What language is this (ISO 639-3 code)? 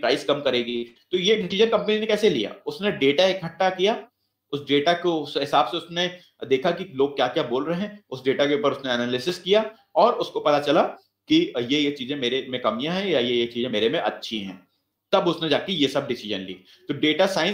hin